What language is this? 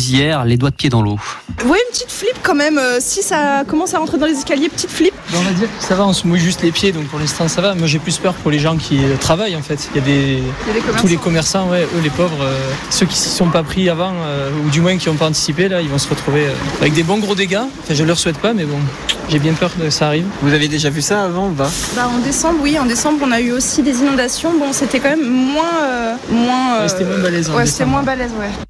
French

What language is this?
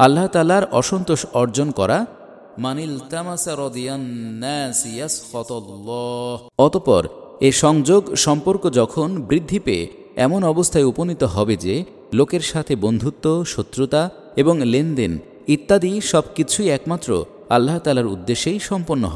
Bangla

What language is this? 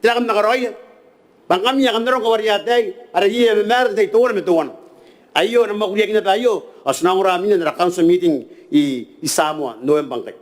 Gilbertese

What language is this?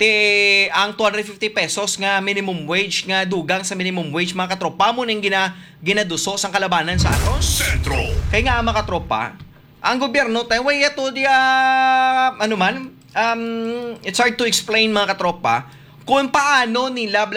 Hiligaynon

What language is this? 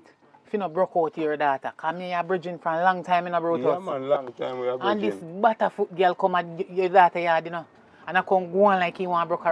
Jamaican Creole English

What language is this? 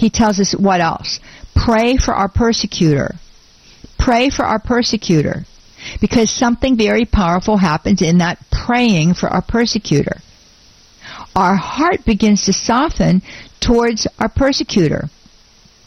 English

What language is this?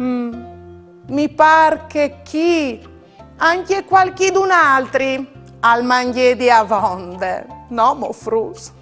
Friulian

